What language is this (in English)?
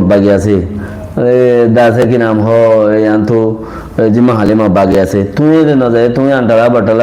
Rohingya